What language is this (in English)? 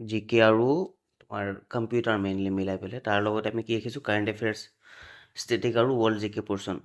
Assamese